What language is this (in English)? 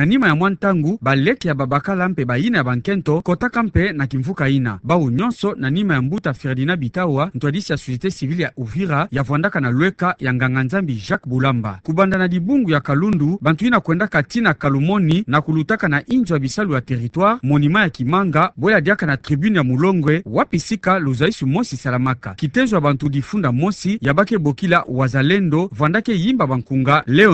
Kituba (Democratic Republic of Congo)